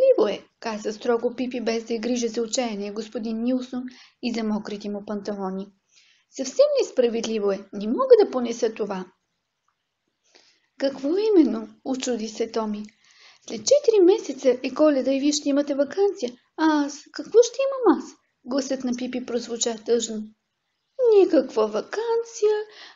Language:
Bulgarian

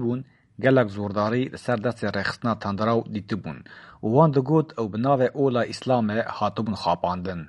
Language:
Kurdish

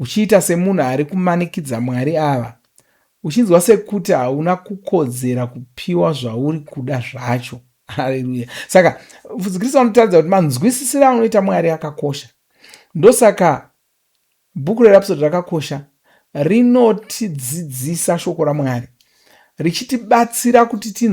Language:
Shona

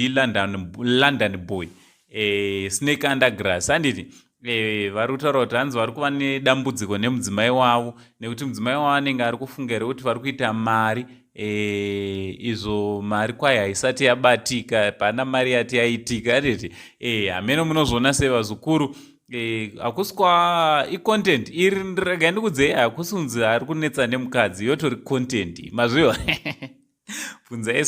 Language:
Shona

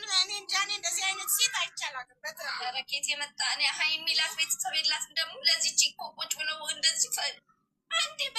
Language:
Amharic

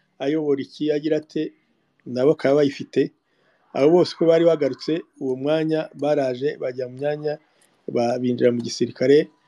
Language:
Kinyarwanda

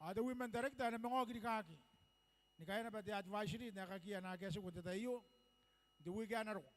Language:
Gilbertese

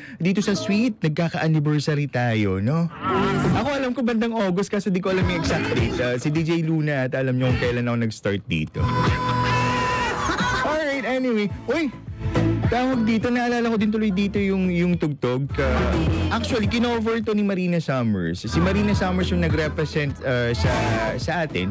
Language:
Filipino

